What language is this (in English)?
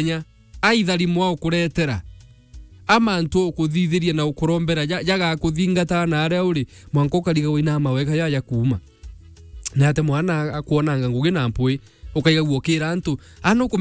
Meru